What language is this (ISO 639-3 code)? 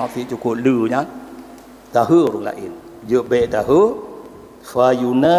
ace